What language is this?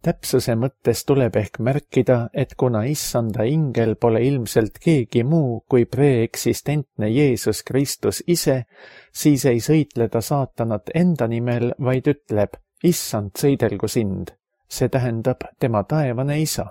Estonian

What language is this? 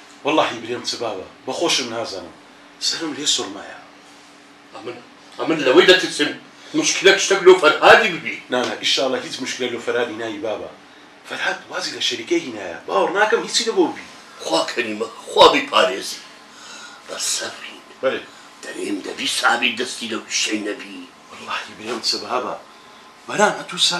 Central Kurdish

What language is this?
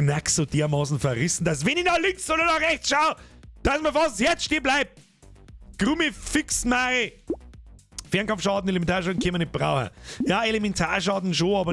Bavarian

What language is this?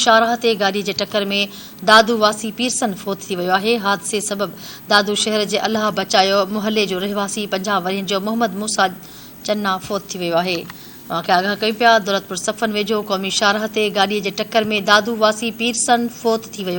Sindhi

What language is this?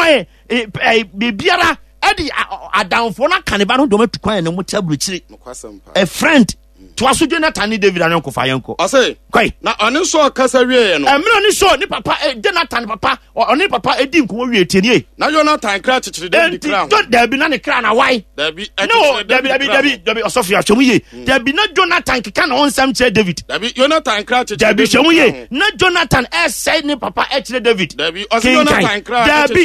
Akan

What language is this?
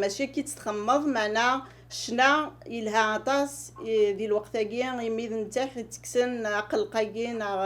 Kabyle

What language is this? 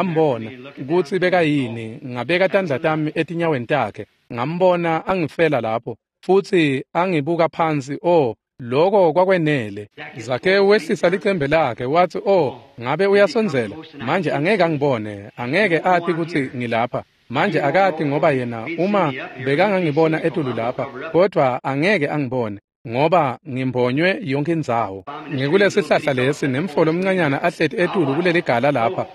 Swati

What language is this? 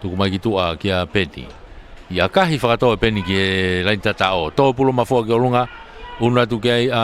Tongan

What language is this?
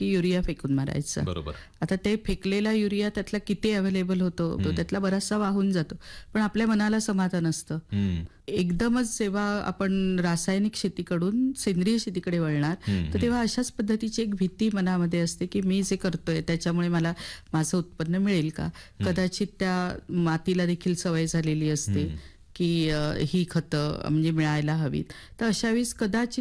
Marathi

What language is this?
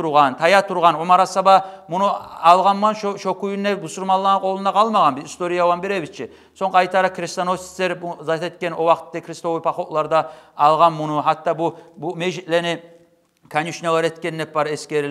Kumyk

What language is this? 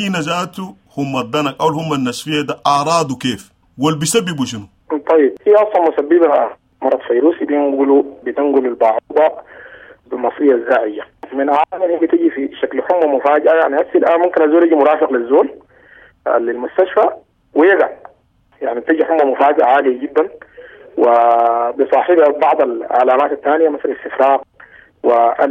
Sudanese Arabic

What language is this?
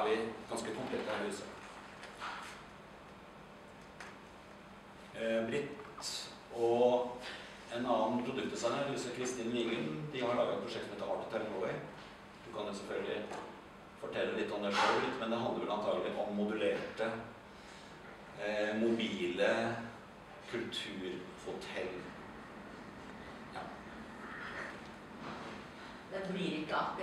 Norwegian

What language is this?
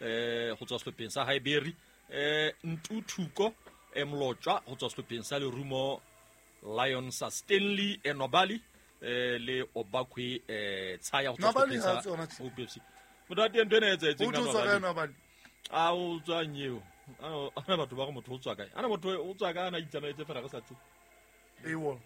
Southern Sotho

